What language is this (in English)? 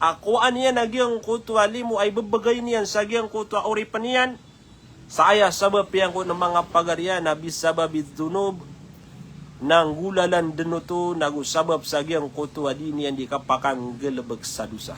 Maranao